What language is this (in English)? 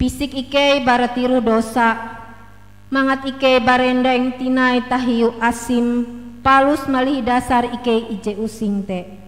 Ngaju